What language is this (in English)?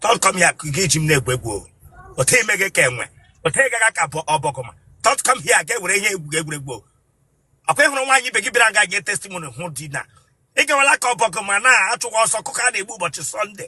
Igbo